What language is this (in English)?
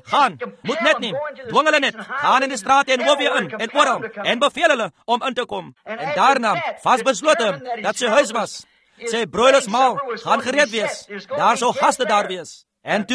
Afrikaans